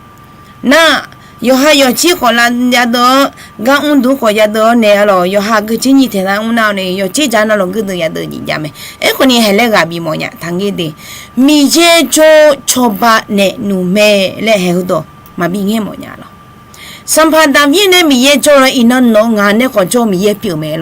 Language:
Akha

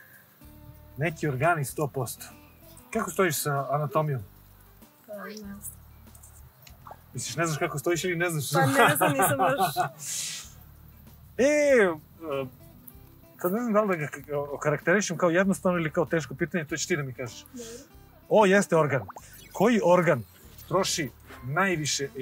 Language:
Serbian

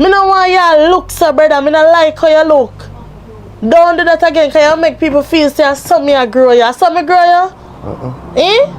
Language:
Jamaican Creole English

